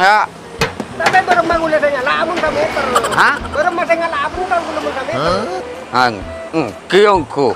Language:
Madurese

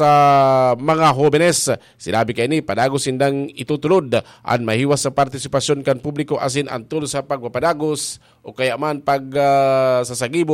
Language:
Bikol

